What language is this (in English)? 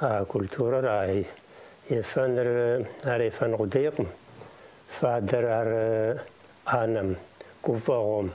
Kabardian